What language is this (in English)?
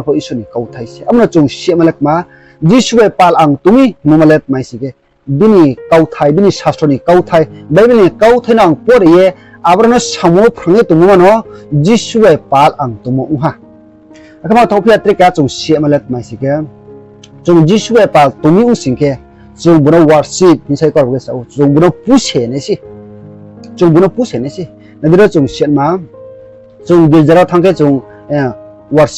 Riang (India)